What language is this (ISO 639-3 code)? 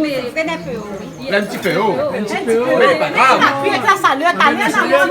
rcf